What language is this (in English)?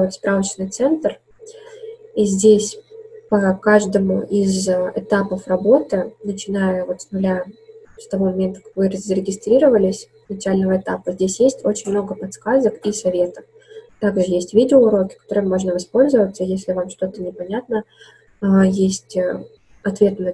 Russian